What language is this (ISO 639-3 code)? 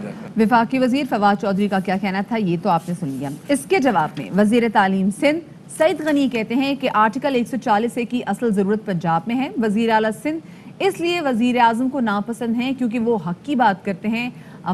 urd